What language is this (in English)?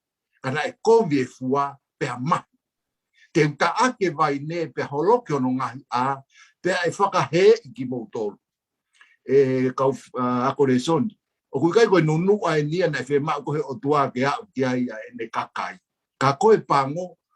Tongan